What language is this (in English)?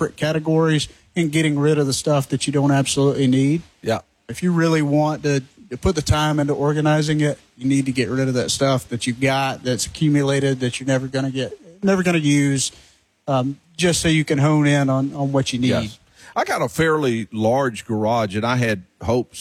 English